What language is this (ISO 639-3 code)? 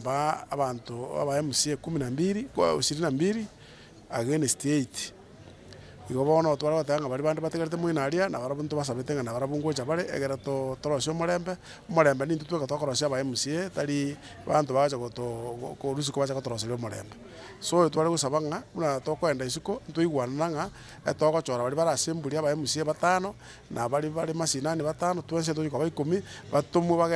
guz